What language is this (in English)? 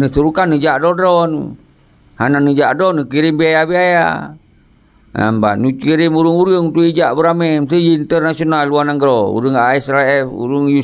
Achinese